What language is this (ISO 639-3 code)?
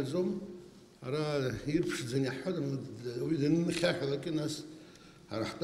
abk